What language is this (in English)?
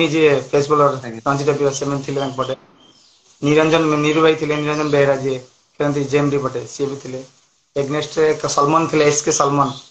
Odia